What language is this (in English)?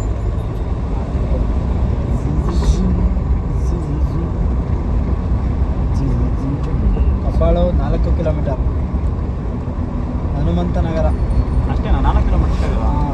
Kannada